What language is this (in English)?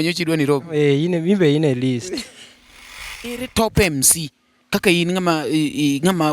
Luo (Kenya and Tanzania)